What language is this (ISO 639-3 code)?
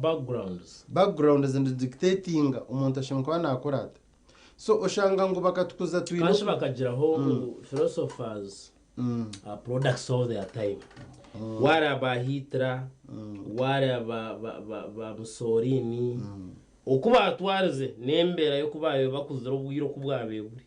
nyn